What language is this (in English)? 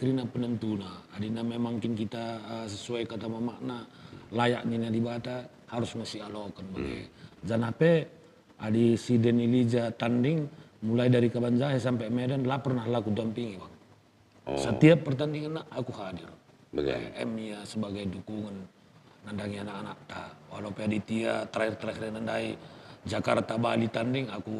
Batak Karo